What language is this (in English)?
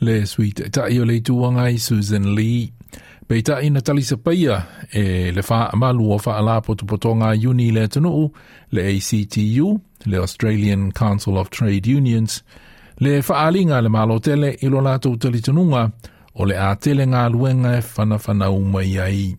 Samoan